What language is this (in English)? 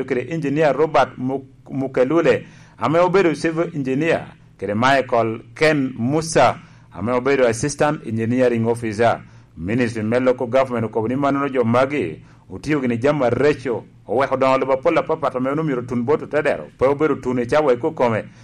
Lango (Uganda)